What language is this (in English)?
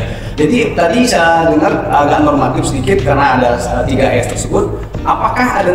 Indonesian